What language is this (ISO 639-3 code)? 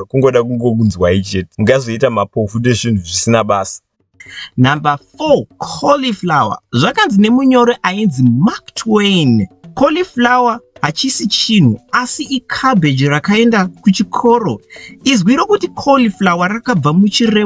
sna